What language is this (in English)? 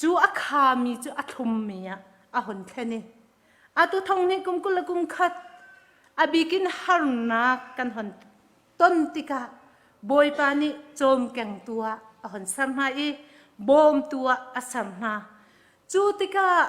Hakha Chin